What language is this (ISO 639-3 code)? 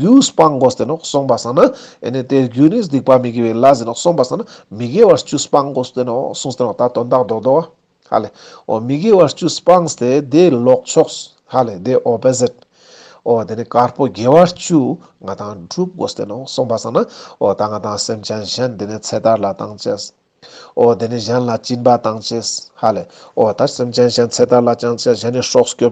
lbj